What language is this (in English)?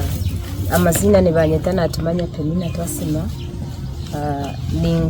Nyankole